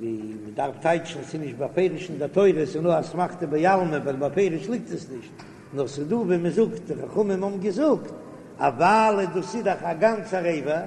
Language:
Yiddish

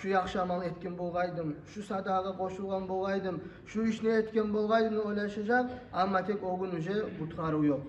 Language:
Kumyk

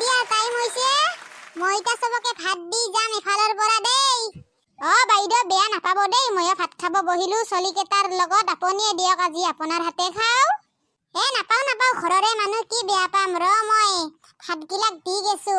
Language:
Assamese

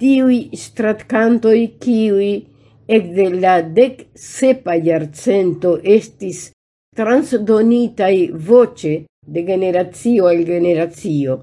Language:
Esperanto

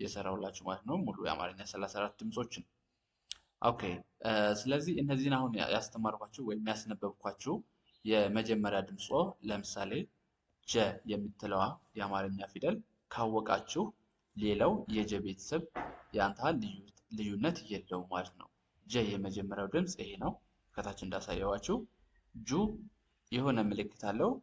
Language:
Amharic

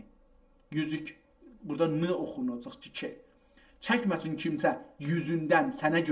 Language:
South Azerbaijani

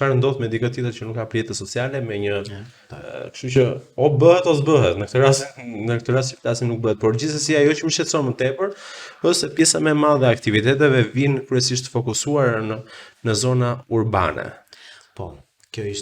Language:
Albanian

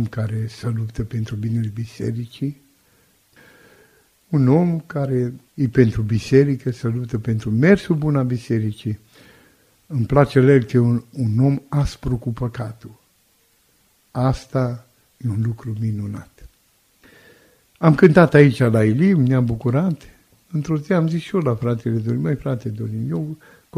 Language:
Romanian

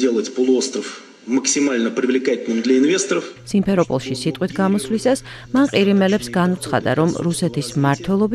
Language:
Georgian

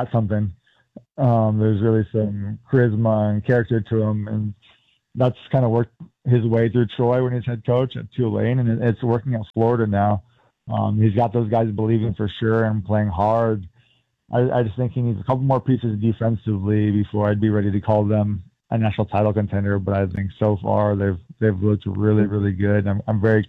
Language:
English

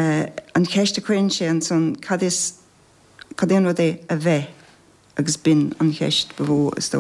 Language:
Irish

